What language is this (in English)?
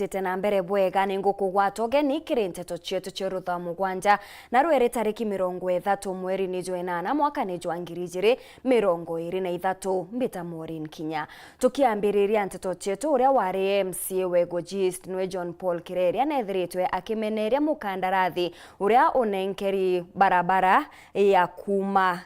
Meru